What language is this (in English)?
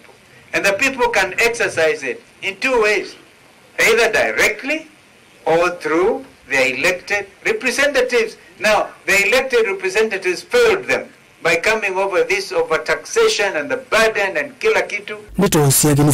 Kamba